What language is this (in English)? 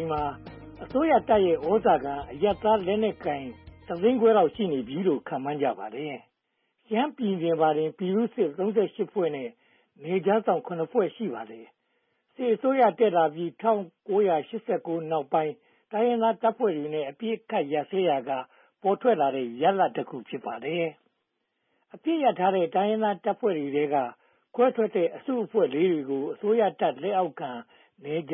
Burmese